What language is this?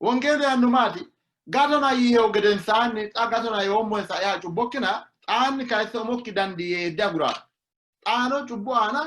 Sidamo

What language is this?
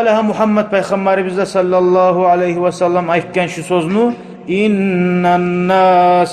Kumyk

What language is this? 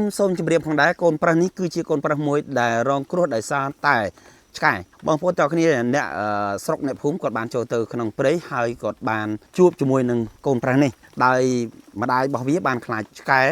Khmer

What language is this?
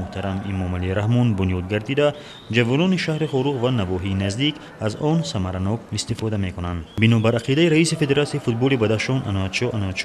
Tajik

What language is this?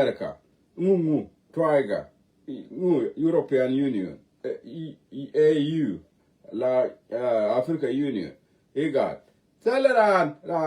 Nuer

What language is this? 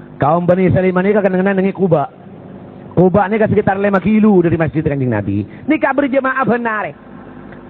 Madurese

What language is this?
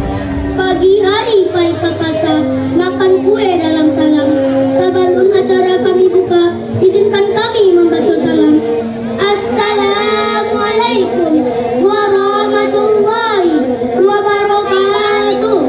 Minangkabau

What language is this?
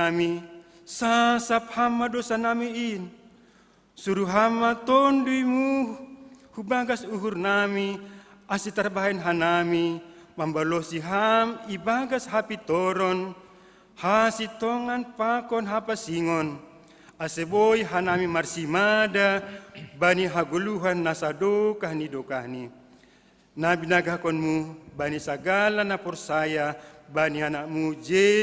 Batak Simalungun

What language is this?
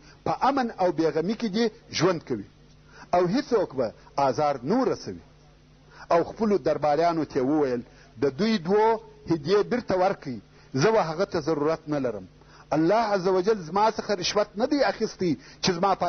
Pashto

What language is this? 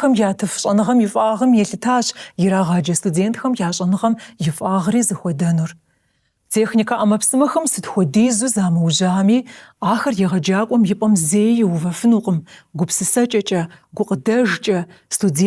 Kabardian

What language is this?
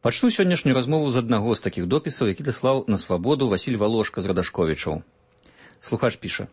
Belarusian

